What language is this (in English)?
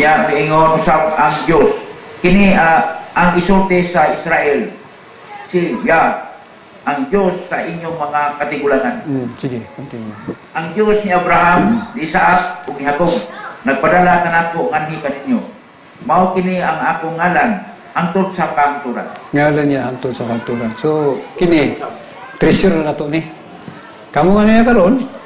Cebuano